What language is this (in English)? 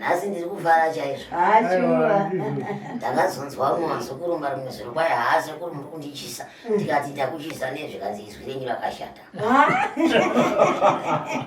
Shona